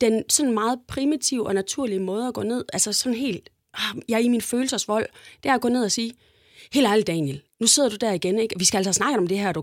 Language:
Danish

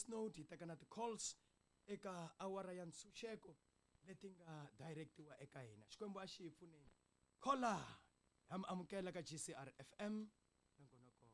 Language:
Tsonga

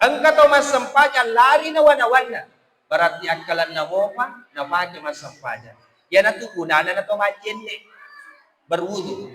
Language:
Buginese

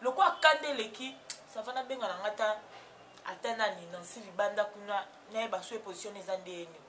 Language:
Lingala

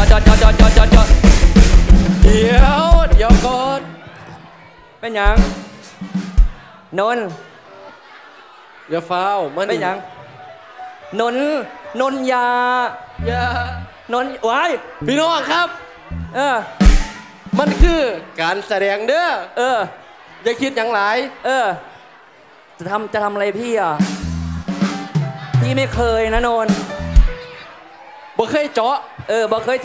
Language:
Thai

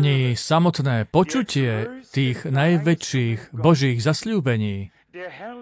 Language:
Slovak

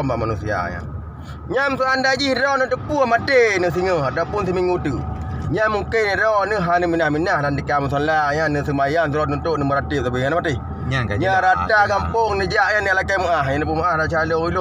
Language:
Achinese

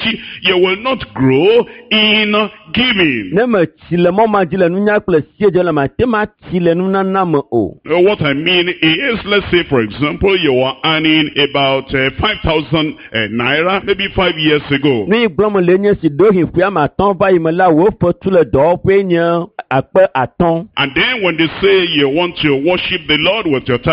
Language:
Ewe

